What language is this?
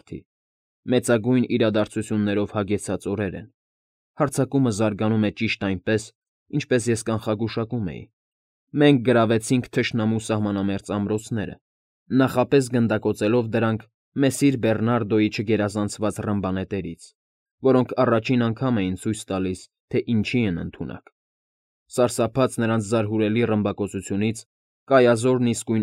Armenian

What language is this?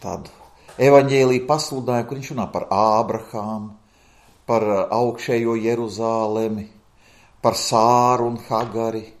Latvian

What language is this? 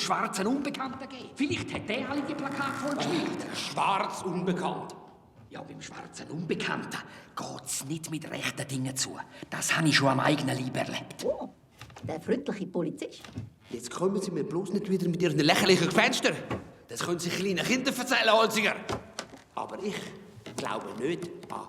Swiss German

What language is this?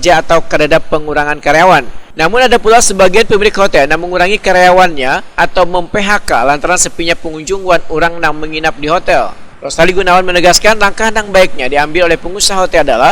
Banjar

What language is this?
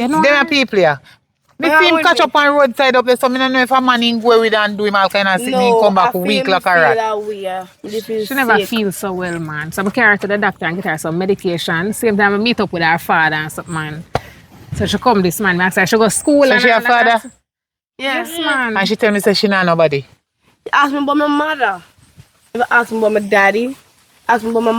Jamaican Creole English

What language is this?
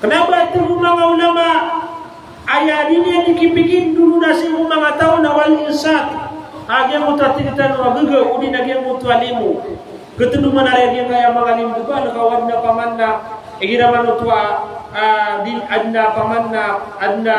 Maranao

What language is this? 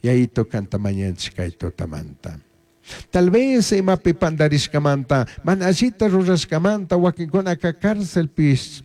Chimborazo Highland Quichua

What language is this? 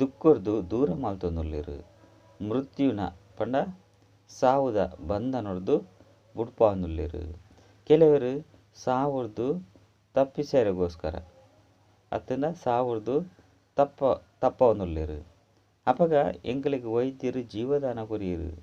Tulu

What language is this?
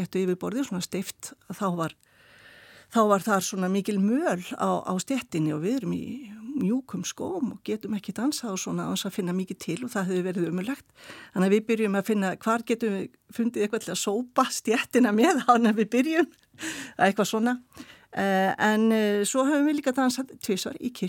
Icelandic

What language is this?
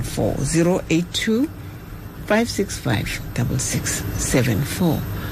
Tswana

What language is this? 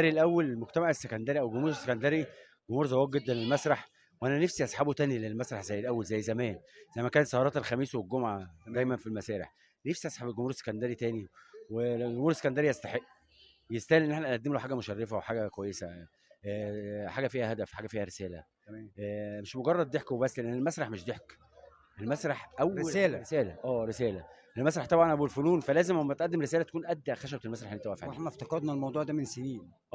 Egyptian Arabic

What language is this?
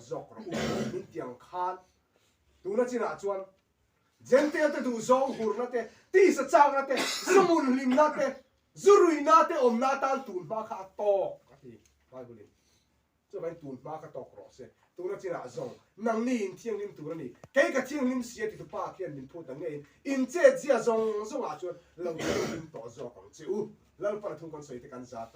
Mizo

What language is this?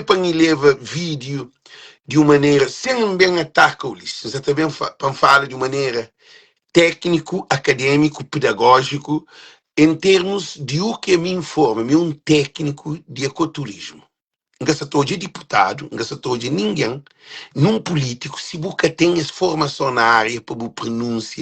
Kabuverdianu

